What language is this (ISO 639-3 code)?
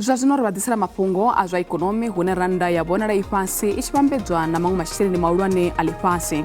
ven